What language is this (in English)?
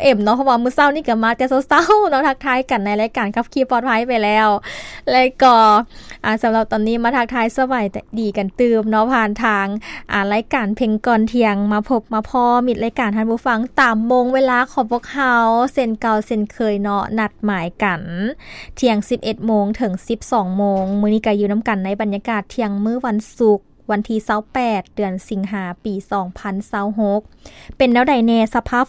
Lao